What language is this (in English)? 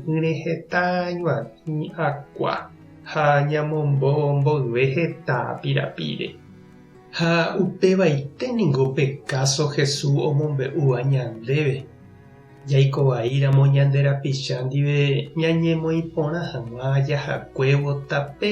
Guarani